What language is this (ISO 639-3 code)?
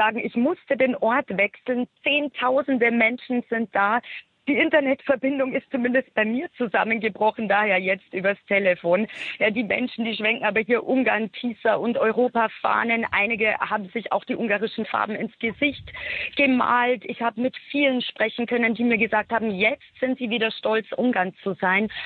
deu